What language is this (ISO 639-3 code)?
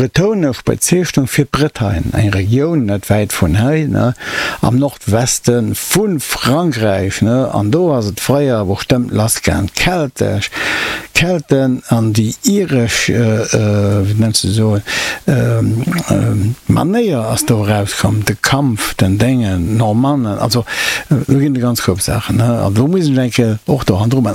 ltz